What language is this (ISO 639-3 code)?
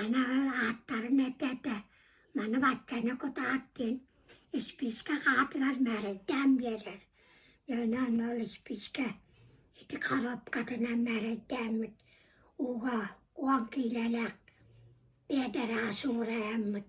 sah